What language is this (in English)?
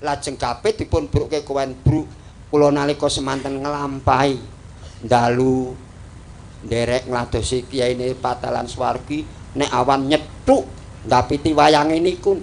Javanese